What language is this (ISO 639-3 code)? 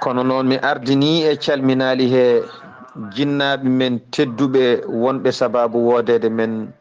ful